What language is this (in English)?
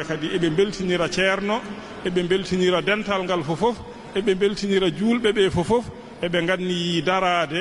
Fula